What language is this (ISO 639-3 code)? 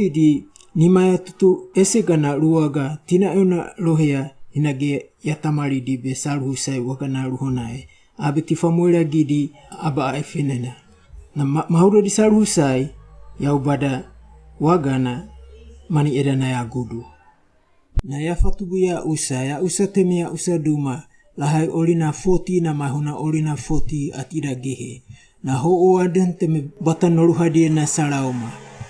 wgb